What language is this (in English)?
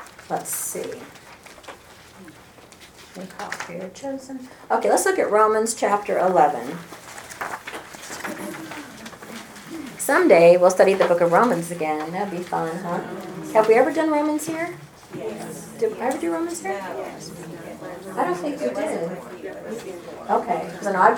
English